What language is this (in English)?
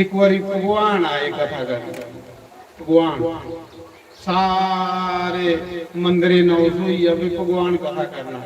Dogri